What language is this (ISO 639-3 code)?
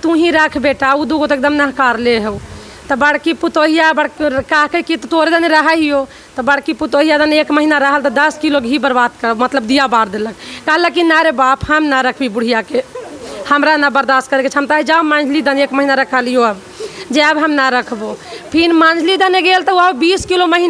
mag